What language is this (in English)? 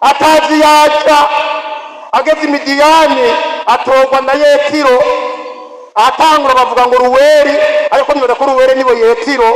Rundi